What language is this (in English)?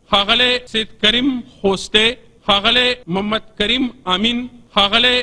Pashto